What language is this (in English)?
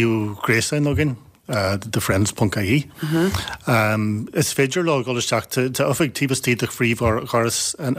Irish